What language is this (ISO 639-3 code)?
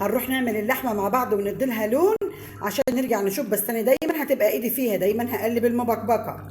arz